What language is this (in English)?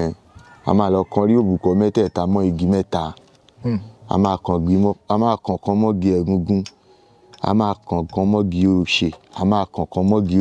Yoruba